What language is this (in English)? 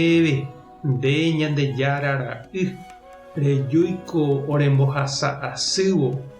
Guarani